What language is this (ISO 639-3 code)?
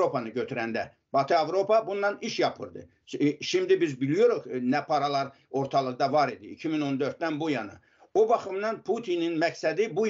crh